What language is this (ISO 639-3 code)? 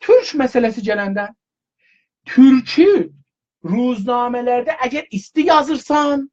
azb